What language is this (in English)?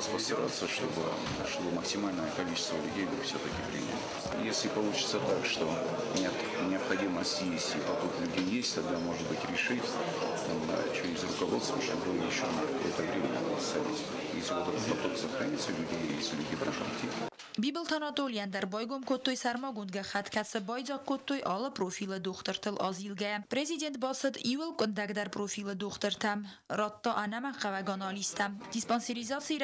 Ossetic